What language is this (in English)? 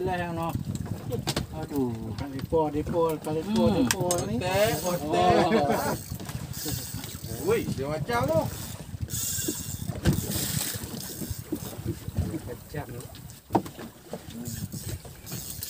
Malay